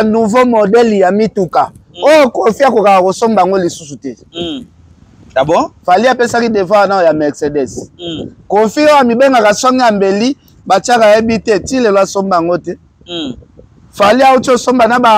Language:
Lingala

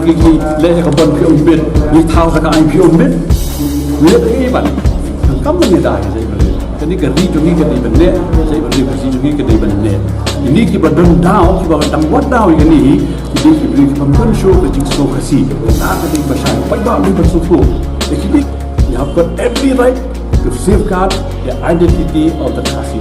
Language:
Khasi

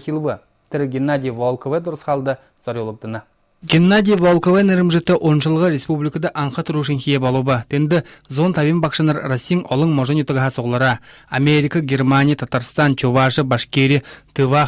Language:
Buriat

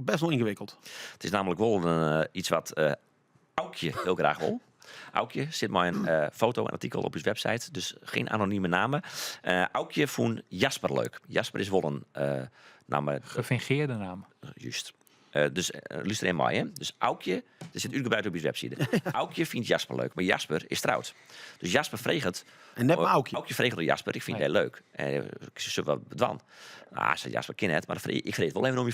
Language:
Western Frisian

